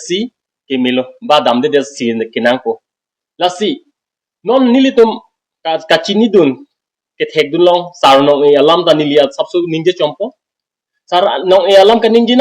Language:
Karbi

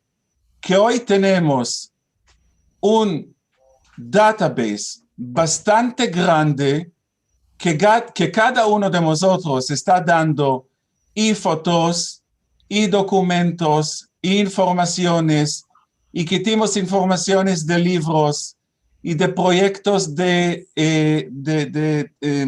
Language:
Ladino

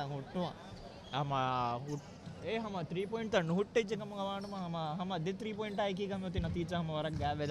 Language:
Divehi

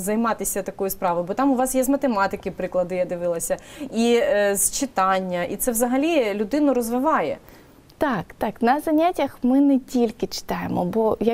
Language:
Ukrainian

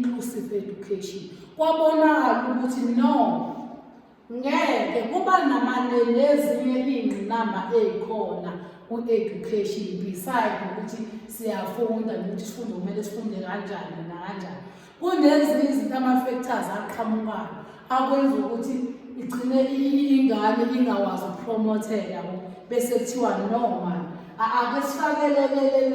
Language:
Zulu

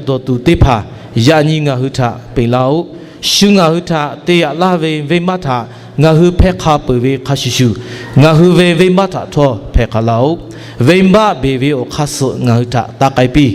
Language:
Lahu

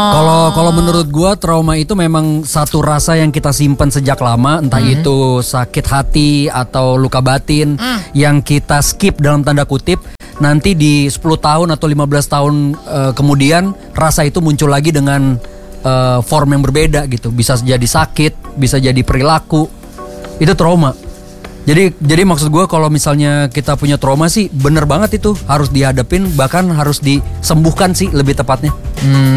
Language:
Indonesian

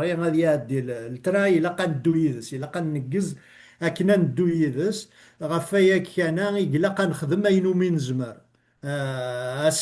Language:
Kabyle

